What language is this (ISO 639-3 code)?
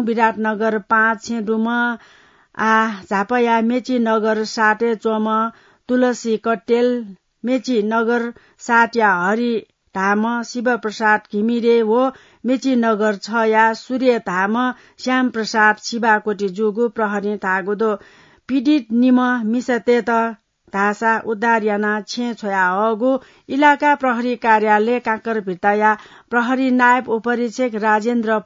new